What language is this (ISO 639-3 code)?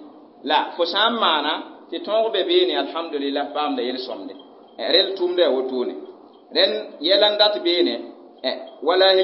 mos